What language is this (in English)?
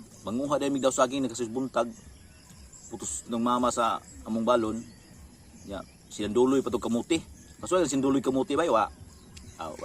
Cebuano